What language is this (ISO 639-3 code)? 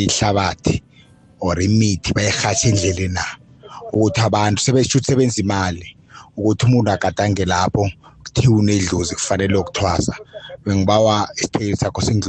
nbl